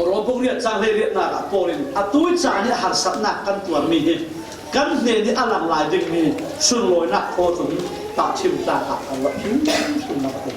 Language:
Falam Chin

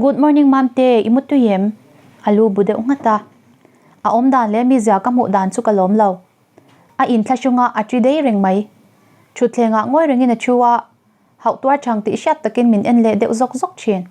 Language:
Mizo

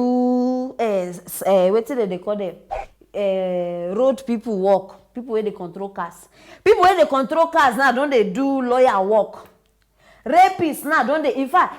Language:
Nigerian Pidgin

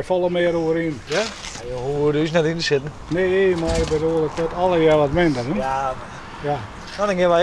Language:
Western Frisian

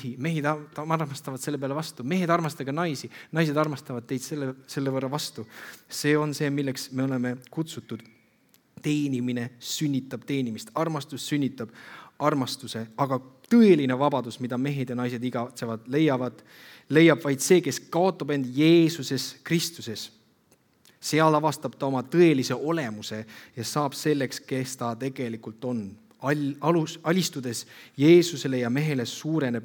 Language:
Estonian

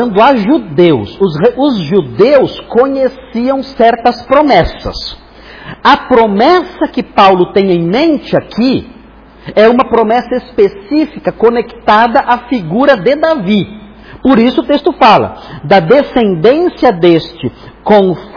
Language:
Portuguese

